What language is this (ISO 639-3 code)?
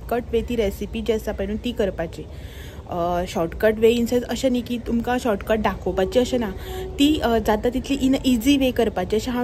kok